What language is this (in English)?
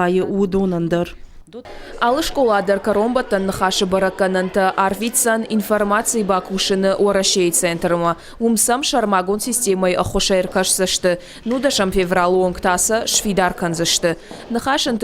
Ossetic